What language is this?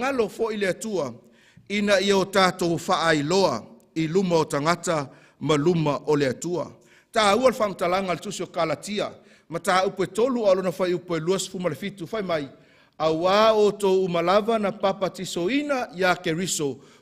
Samoan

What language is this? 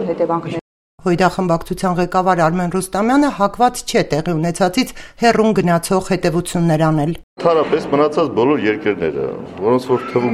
Armenian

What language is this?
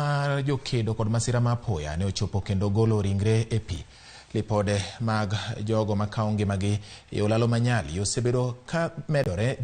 Luo (Kenya and Tanzania)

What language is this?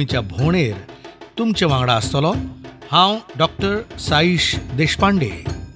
Konkani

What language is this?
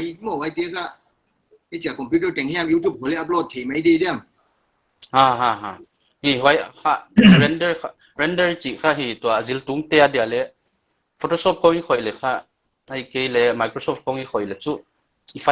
Paite Chin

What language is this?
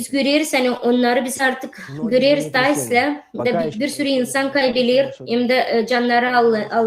Gagauz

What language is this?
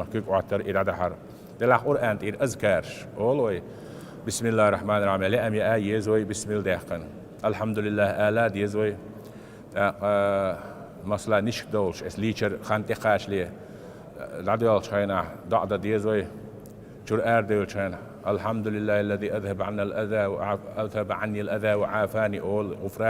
Chechen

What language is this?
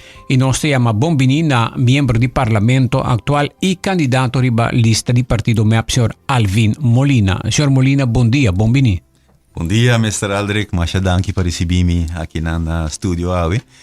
Papiamento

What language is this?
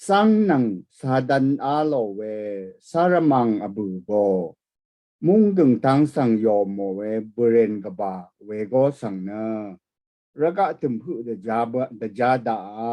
Rawang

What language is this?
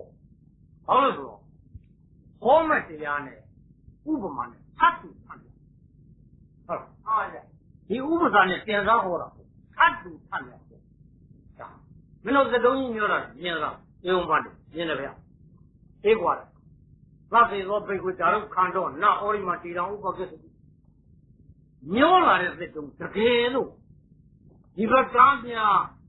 Burmese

